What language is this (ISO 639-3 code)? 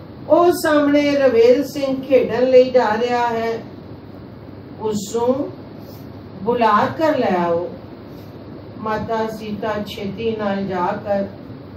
pan